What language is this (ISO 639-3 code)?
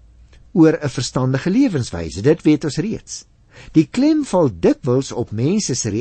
afr